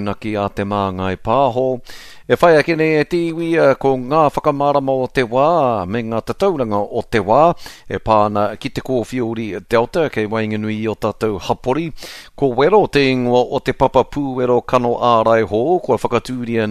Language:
Māori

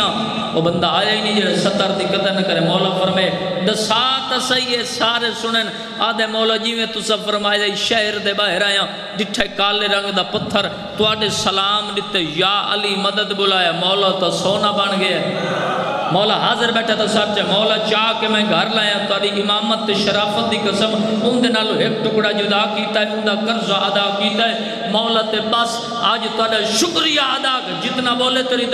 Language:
Saraiki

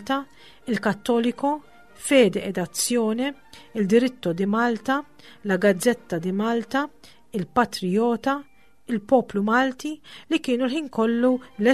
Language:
Maltese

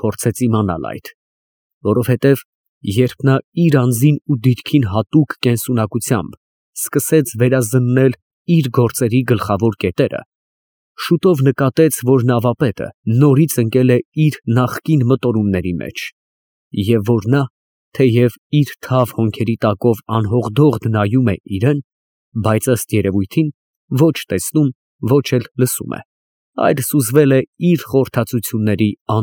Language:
Armenian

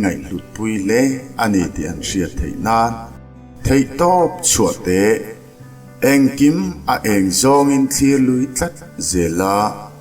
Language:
Mizo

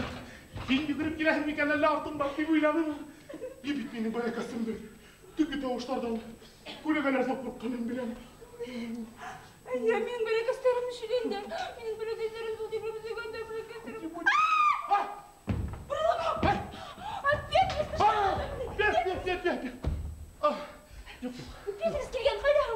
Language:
Bashkir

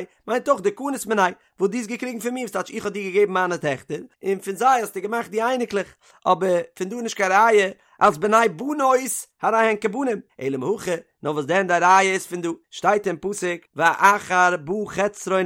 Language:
Yiddish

